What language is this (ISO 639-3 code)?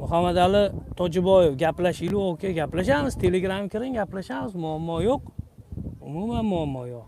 uzb